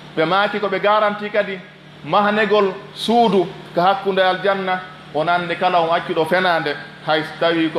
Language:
Pular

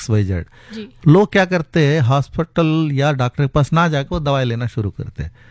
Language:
Hindi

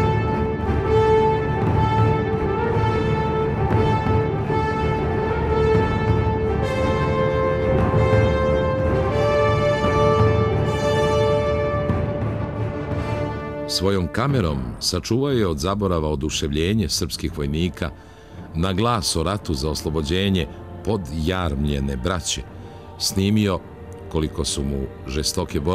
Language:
Serbian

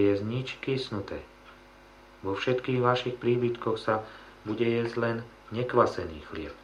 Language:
Slovak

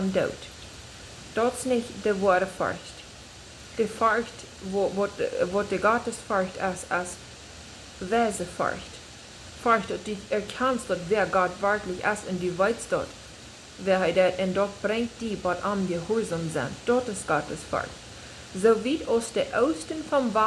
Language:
Plautdietsch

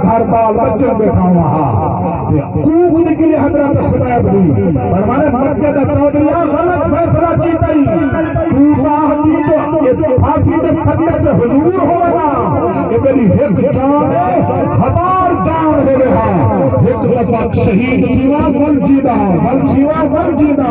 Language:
Saraiki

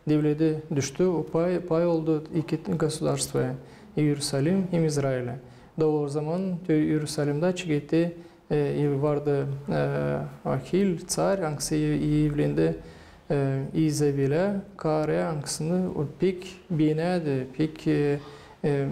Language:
Gagauz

